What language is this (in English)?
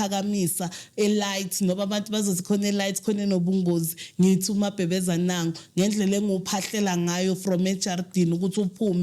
Zulu